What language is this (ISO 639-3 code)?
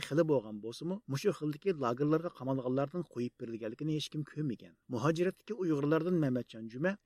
uig